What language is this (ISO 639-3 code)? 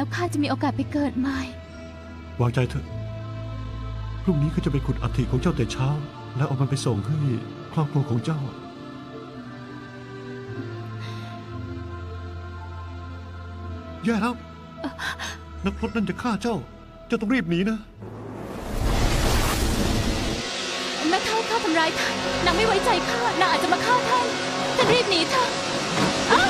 tha